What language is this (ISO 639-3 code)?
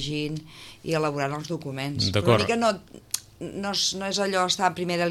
cat